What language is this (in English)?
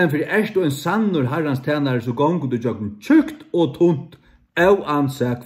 Faroese